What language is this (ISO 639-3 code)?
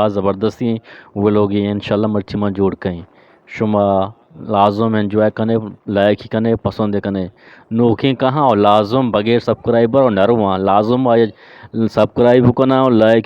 bgp